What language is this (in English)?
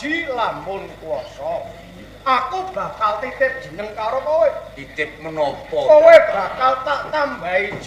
Javanese